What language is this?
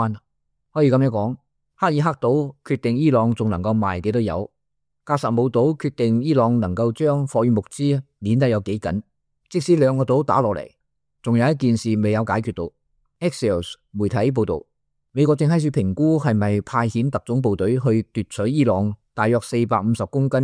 Cantonese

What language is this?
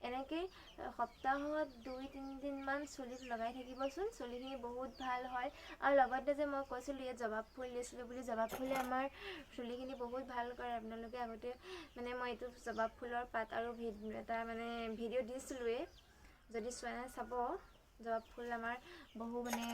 Assamese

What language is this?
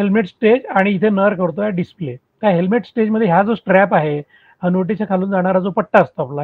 Marathi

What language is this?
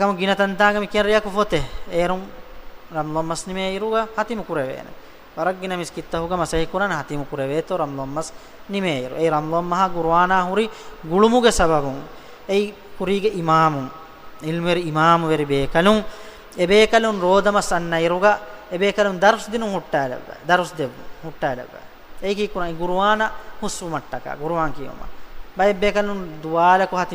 Divehi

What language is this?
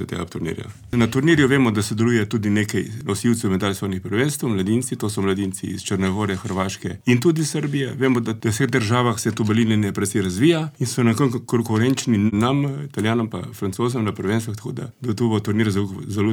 Slovenian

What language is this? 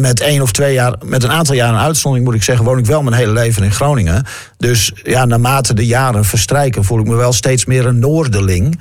Dutch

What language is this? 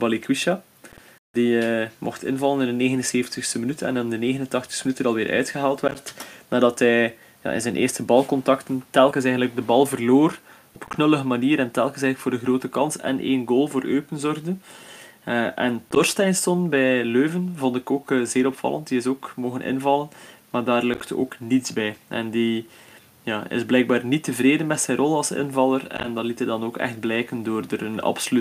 Dutch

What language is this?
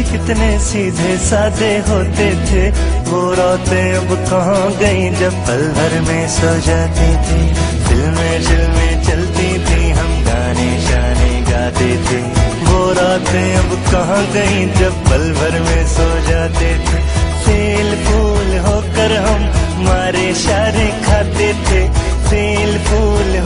Hindi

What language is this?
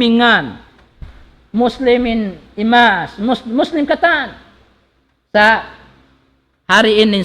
Tausug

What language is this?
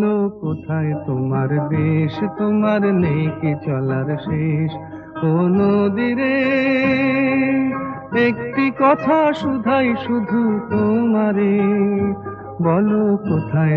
Bangla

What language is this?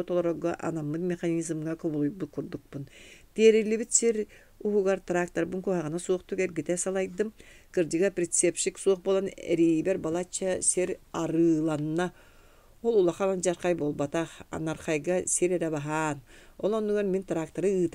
Yakut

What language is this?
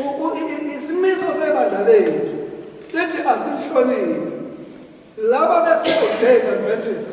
Zulu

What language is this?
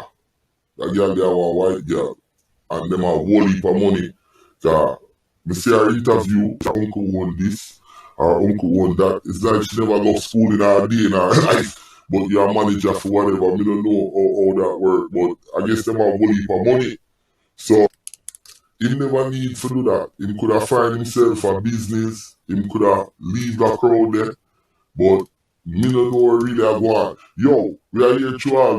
Jamaican Creole English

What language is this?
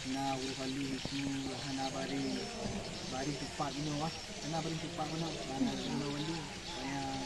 Achinese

